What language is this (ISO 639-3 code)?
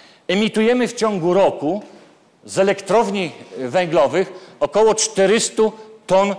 pol